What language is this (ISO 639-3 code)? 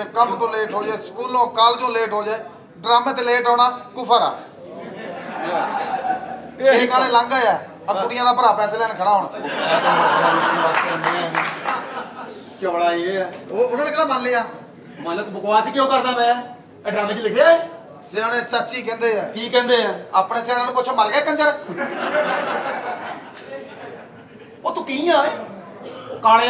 pan